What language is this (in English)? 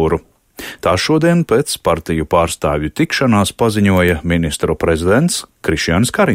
Latvian